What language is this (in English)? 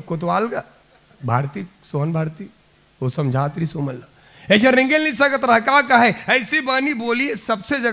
Chhattisgarhi